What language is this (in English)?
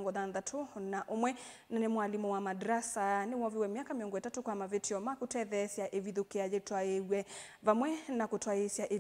Kamba